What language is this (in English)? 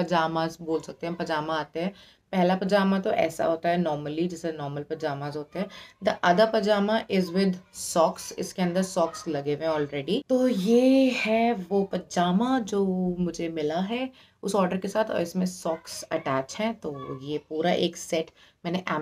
Hindi